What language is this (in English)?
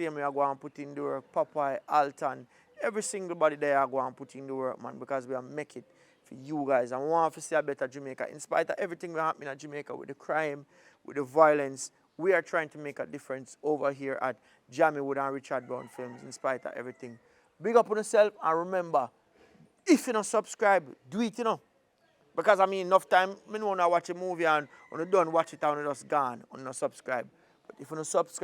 Jamaican Creole English